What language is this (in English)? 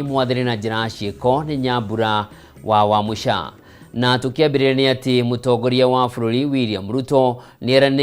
Kikuyu